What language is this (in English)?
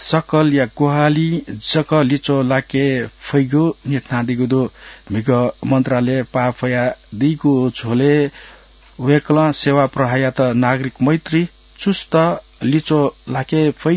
Newari